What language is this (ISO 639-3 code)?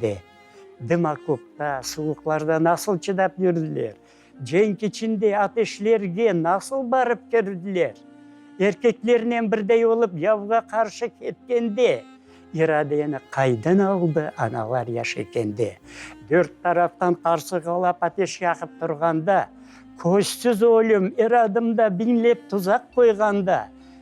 crh